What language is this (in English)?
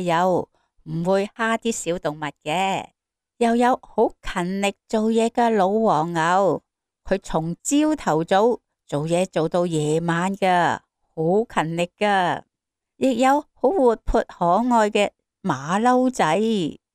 Cantonese